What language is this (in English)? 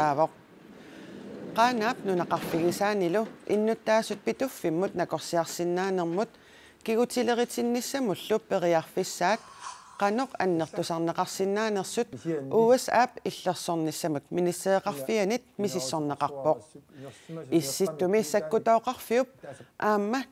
Kalaallisut